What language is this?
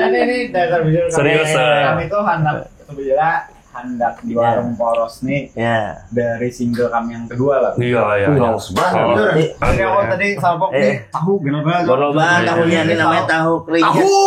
Banjar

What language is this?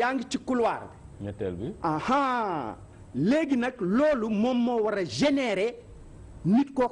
Wolof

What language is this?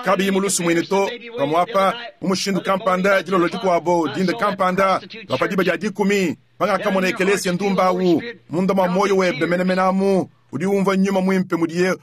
Luba-Lulua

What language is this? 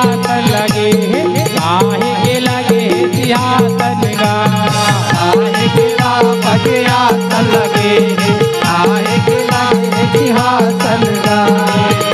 Chhattisgarhi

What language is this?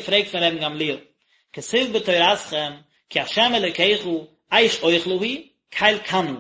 Yiddish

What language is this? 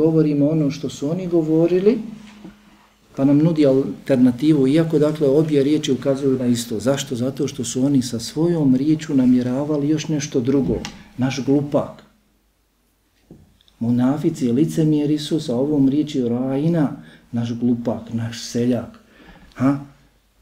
Bosnian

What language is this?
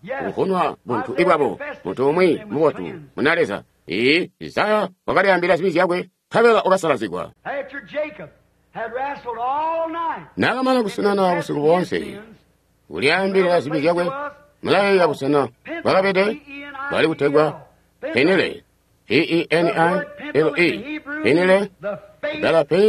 Tonga (Zambia)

